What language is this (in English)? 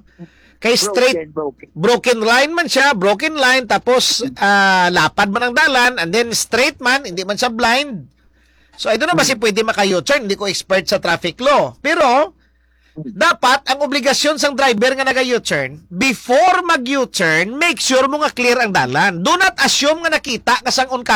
Hiligaynon